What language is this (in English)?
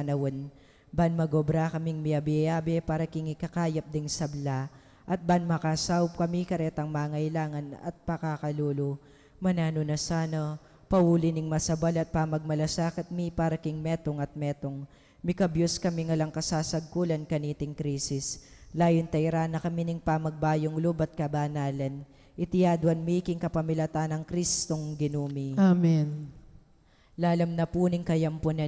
Pampanga